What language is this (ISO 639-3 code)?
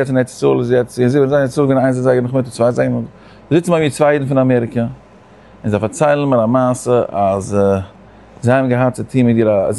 yid